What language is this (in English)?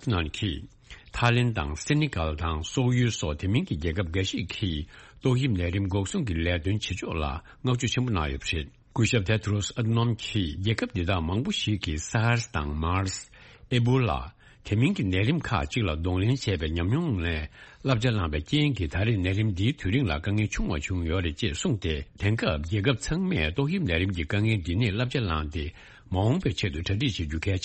Tibetan